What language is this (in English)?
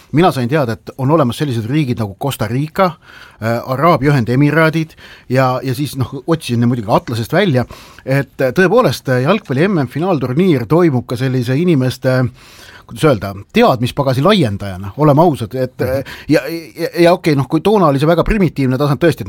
Estonian